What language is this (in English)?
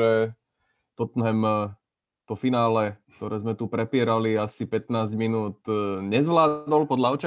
Slovak